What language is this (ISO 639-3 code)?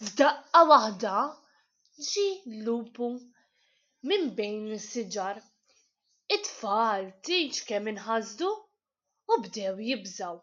mlt